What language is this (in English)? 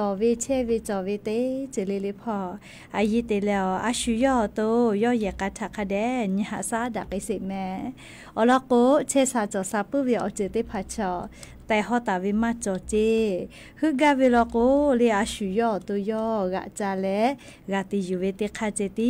Lahu